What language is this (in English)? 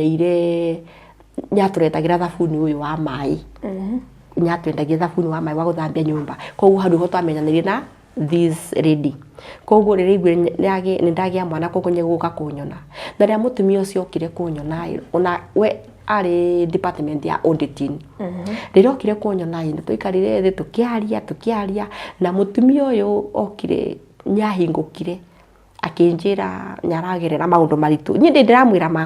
Kikuyu